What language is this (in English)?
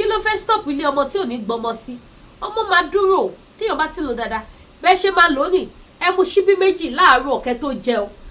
Yoruba